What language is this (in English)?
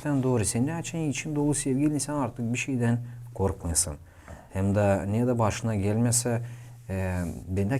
Gagauz